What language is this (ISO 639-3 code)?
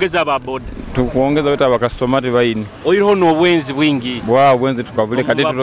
nyo